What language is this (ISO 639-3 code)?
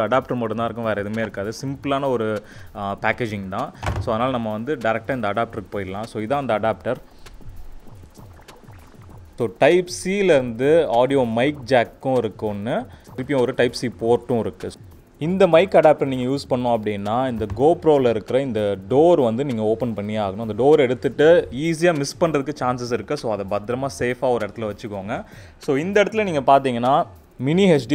tam